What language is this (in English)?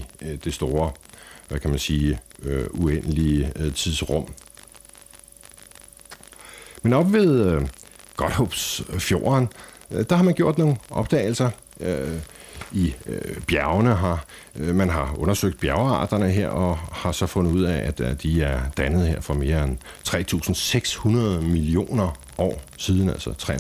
Danish